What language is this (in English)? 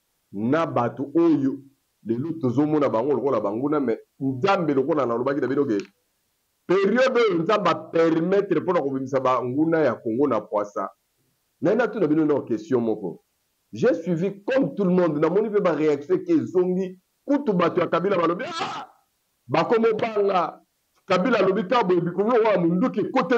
Lingala